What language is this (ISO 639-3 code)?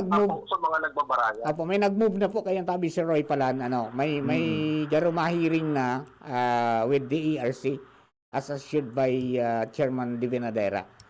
bik